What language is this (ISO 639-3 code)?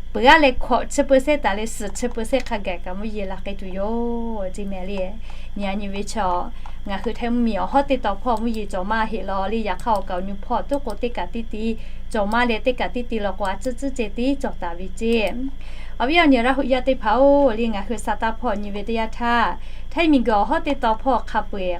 lhu